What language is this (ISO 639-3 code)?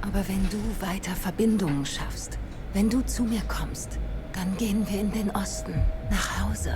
gsw